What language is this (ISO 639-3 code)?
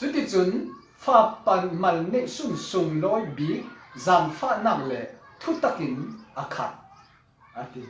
cfm